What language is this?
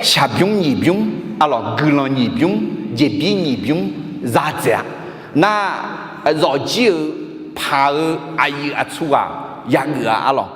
Akha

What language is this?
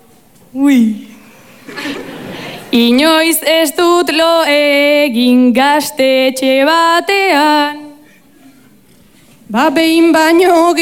Basque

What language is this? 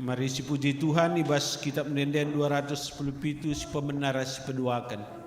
Batak Karo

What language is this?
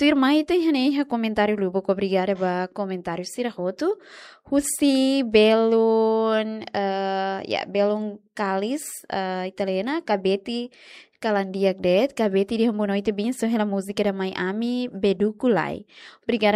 Tetum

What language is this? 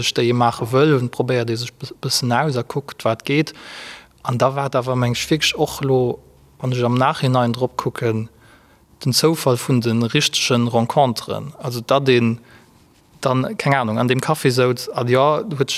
Luxembourgish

